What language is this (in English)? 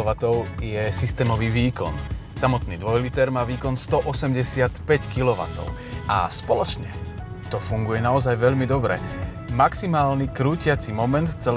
Slovak